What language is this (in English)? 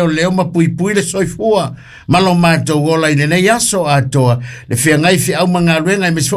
Samoan